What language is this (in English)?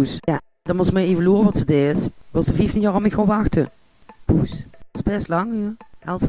Limburgish